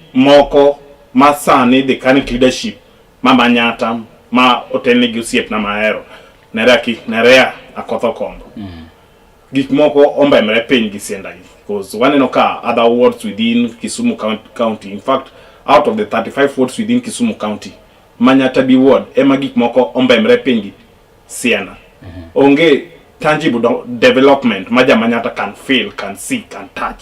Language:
Luo (Kenya and Tanzania)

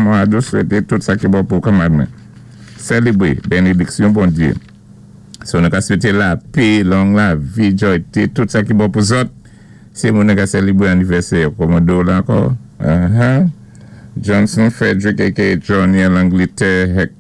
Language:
Saint Lucian Creole French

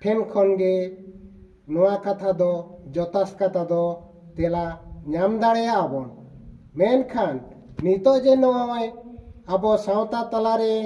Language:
Santali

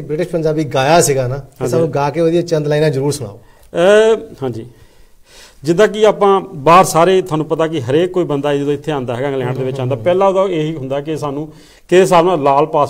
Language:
Punjabi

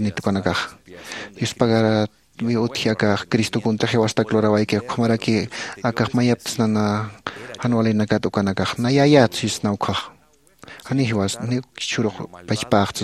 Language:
Aymara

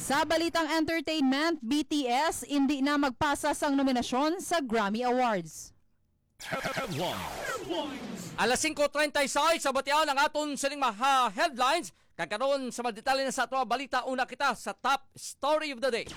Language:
Hiligaynon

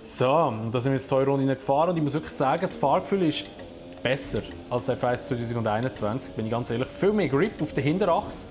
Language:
Swiss German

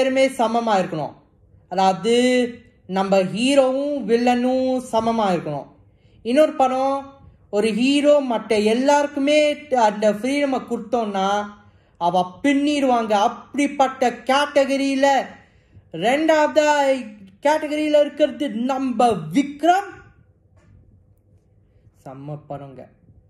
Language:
Tamil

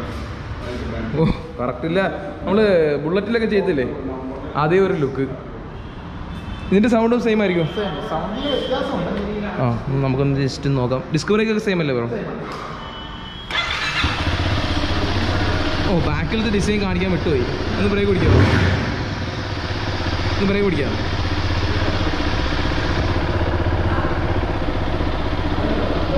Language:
Malayalam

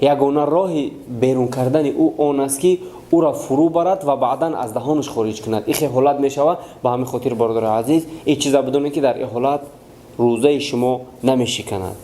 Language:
Tajik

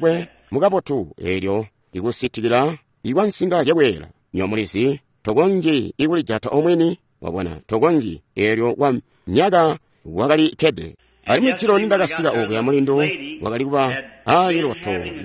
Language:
Tonga (Zambia)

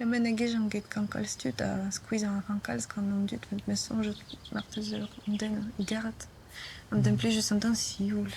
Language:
Breton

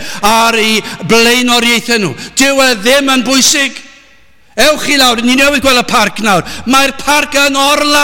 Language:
Welsh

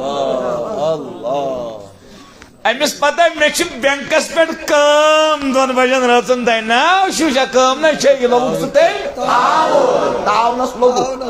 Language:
Kashmiri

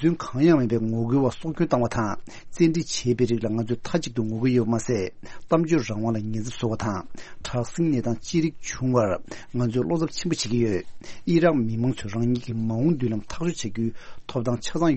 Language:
Tibetan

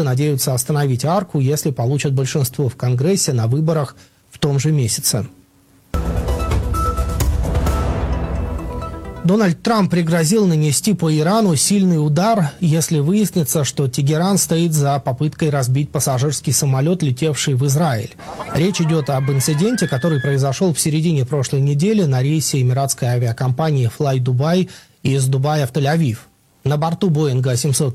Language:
Russian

